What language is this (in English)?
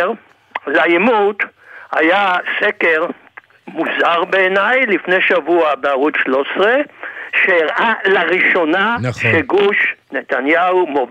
Hebrew